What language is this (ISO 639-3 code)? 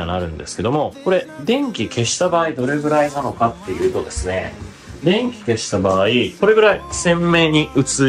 jpn